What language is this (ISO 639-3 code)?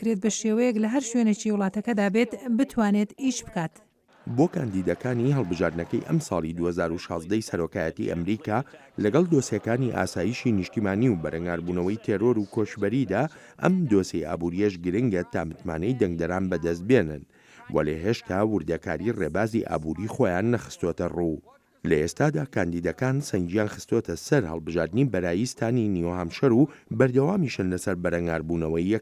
ckb